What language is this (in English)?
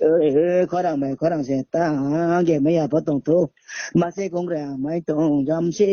Riang (India)